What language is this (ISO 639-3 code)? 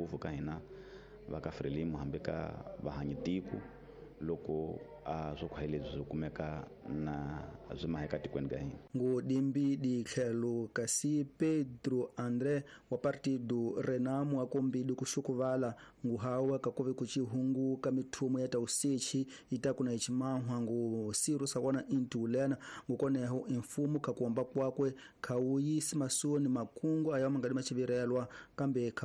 tso